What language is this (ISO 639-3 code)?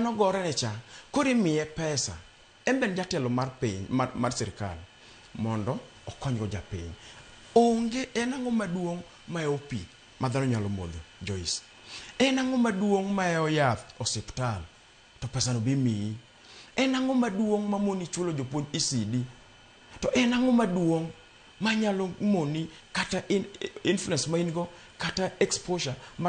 luo